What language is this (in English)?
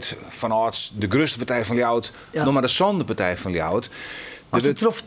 Western Frisian